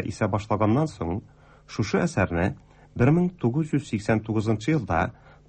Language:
Tatar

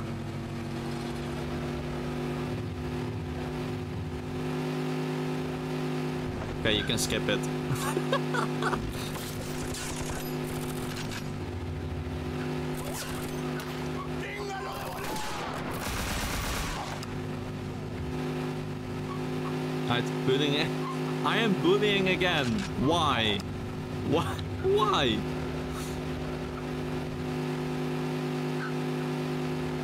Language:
English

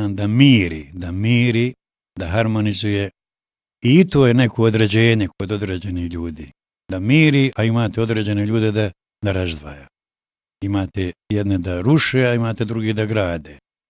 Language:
Bosnian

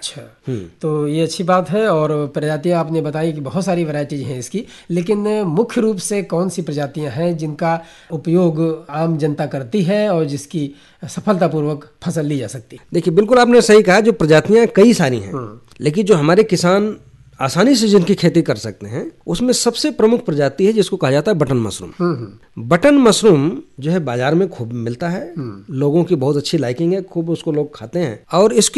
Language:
Hindi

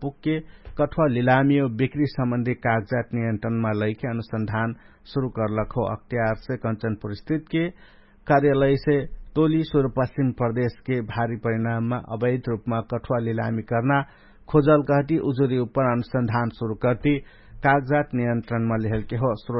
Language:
Dangaura Tharu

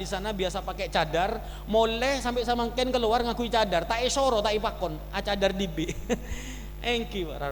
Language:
Madurese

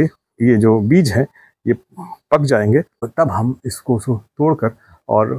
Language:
Hindi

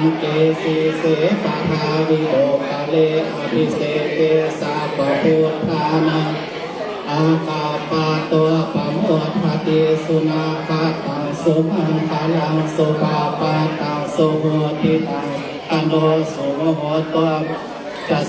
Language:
Pali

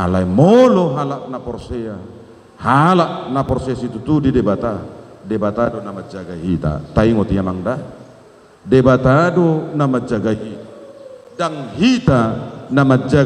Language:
Batak Toba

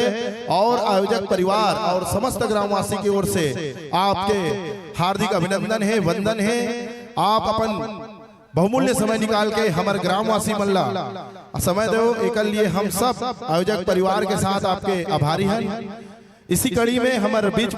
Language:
Chhattisgarhi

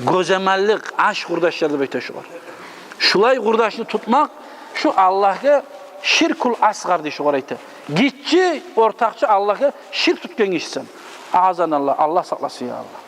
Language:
Kumyk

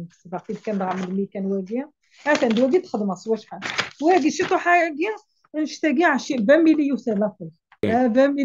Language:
Kabyle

